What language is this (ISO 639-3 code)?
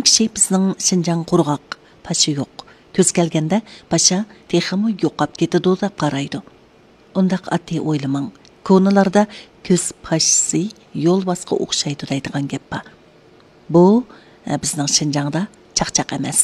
uig